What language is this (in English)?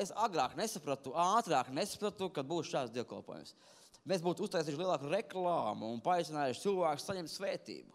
Latvian